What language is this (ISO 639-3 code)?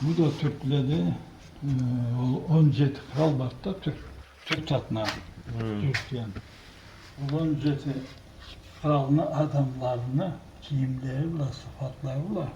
krc